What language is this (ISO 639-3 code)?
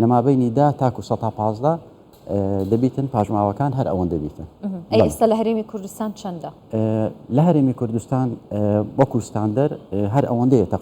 ckb